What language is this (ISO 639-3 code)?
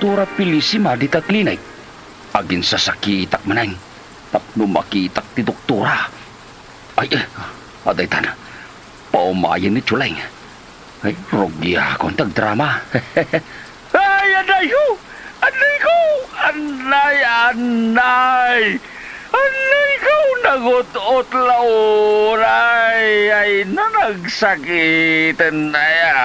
ilo